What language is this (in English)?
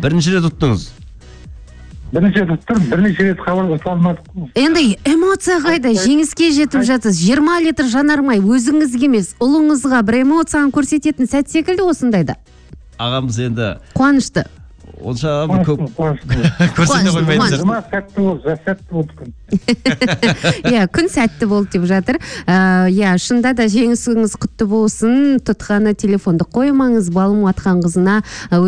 Kazakh